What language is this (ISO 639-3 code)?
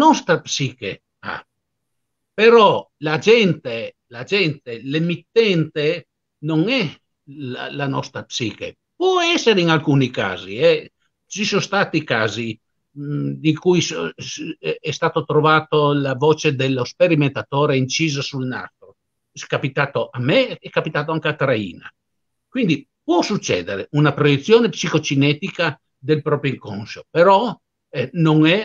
ita